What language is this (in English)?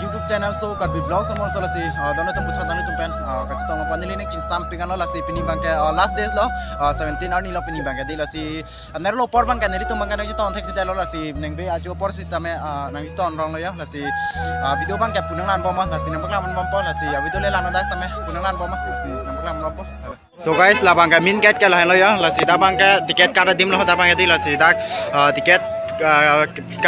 Karbi